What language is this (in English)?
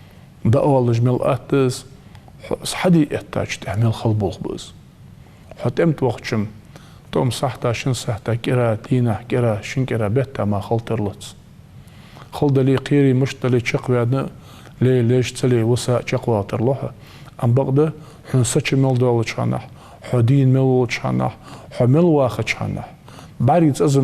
Ingush